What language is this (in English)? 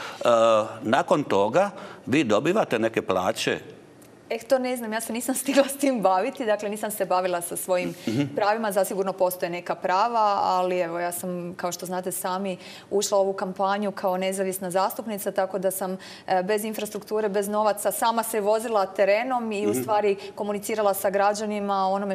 Croatian